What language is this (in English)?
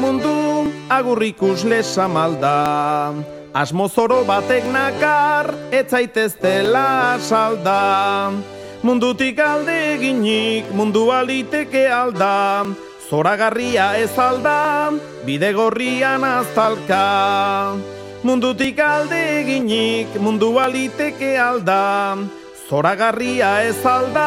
Basque